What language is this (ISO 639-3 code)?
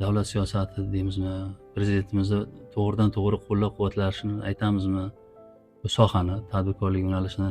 uzb